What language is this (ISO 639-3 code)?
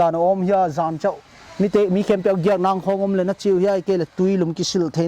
pck